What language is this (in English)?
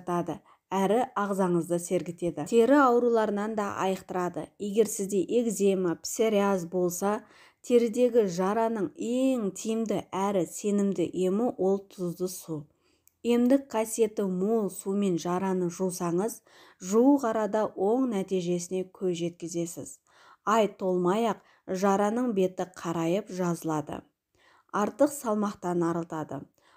Kazakh